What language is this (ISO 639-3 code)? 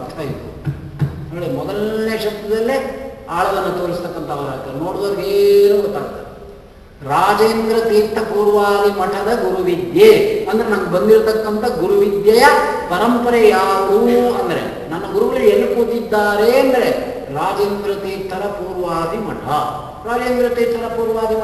kan